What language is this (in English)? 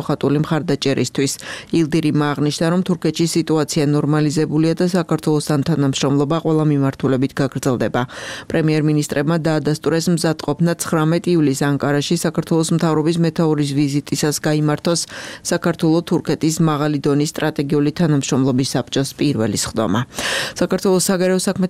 Georgian